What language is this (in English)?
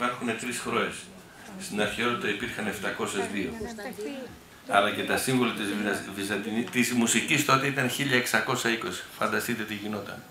Greek